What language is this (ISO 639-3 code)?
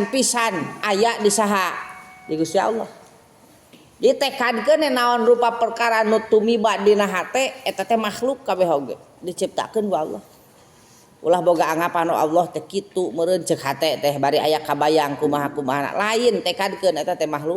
sun